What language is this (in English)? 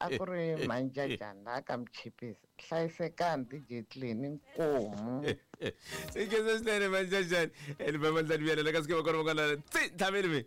Tsonga